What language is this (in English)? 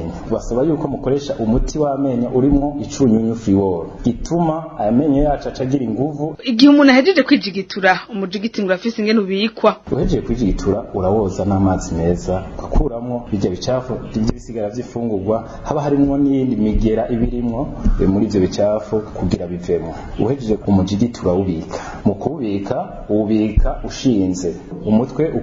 Rundi